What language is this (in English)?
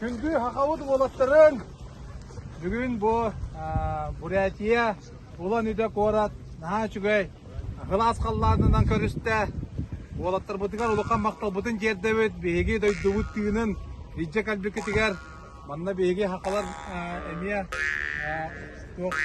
Yakut